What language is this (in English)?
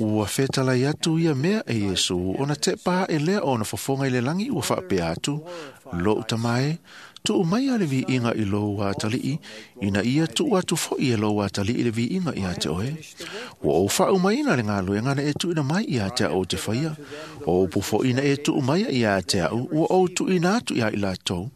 Samoan